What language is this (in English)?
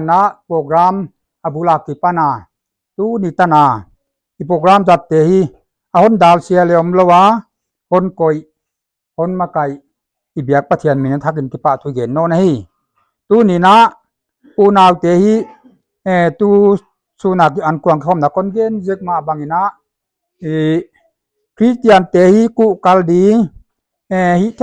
Paite Chin